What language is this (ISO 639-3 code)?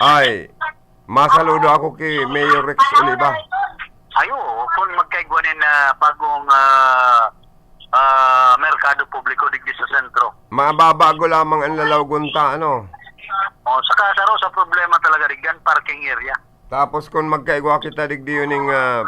bik